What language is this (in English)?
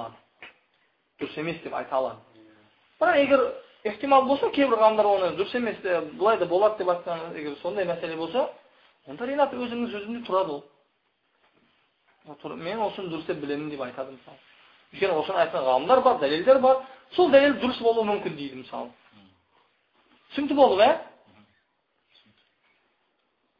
Kazakh